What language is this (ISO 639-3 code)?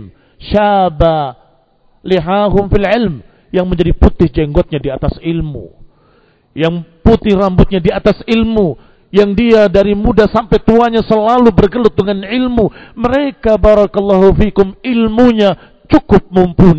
ind